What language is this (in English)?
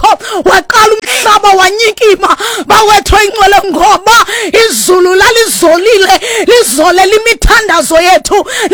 Xhosa